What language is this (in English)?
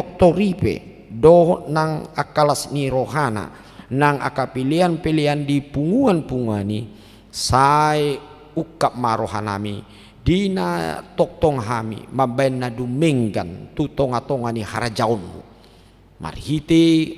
Batak Toba